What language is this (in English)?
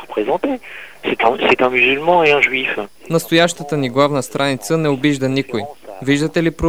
Bulgarian